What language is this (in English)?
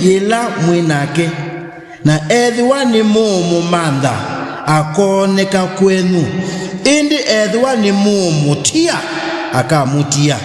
Kamba